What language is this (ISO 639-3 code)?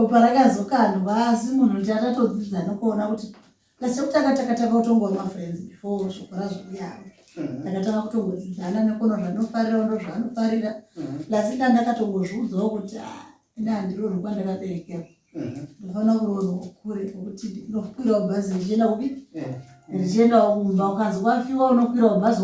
sna